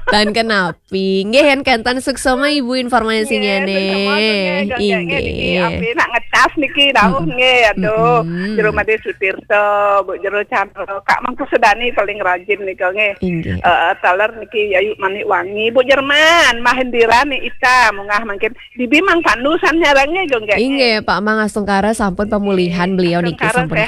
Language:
Balinese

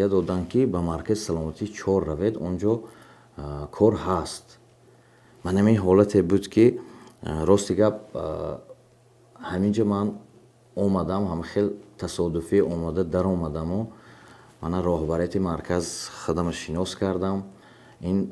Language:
Tajik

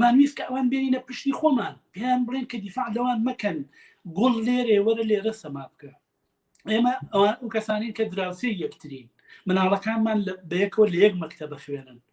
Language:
Central Kurdish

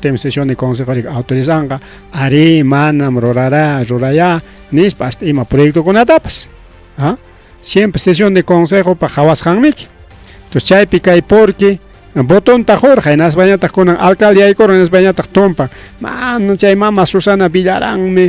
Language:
Ayacucho Quechua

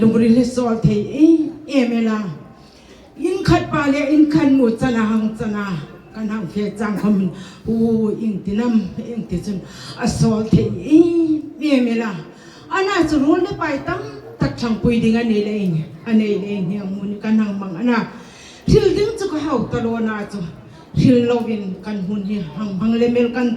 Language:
Hmar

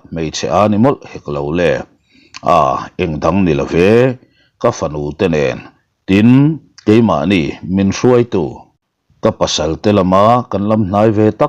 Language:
Mizo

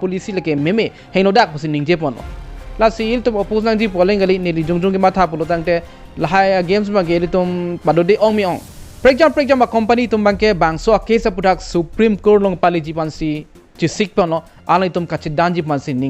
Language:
Karbi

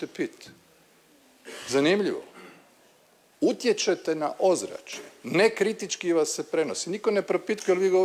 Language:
Croatian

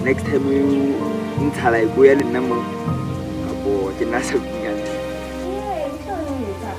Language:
Southern Sotho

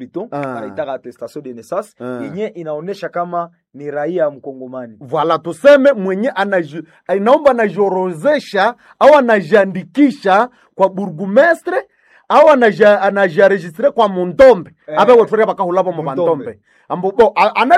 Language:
Swahili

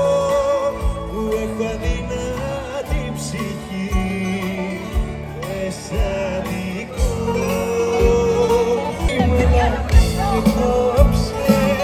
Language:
Greek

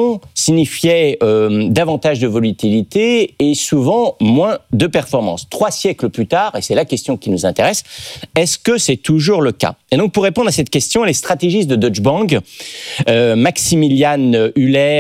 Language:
French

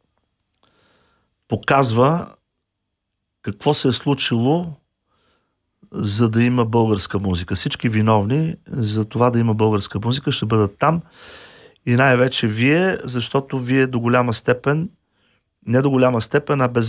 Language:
Bulgarian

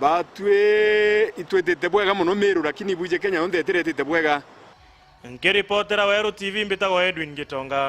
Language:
Meru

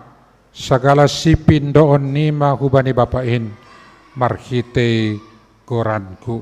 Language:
Batak Simalungun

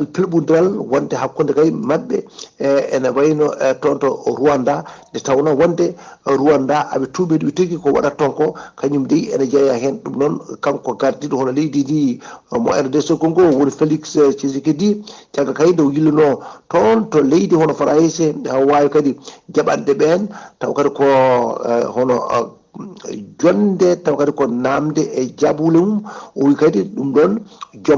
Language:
Fula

